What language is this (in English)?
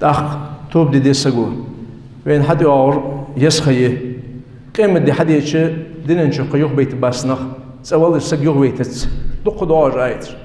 Ingush